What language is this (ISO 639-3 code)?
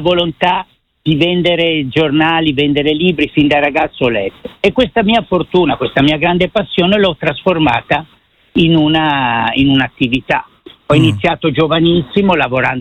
ita